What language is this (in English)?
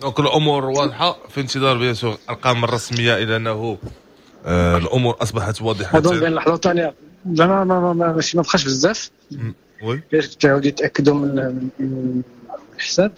Moroccan Arabic